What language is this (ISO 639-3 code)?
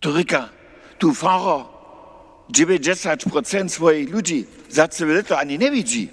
hsb